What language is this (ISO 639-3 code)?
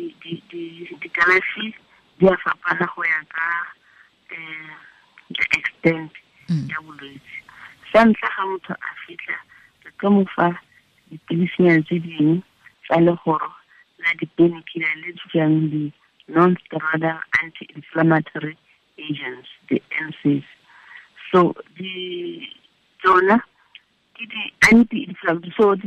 tsn